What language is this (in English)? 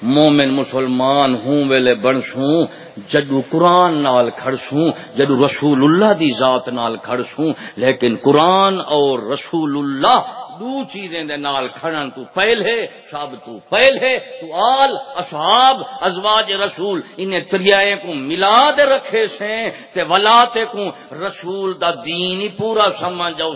Saraiki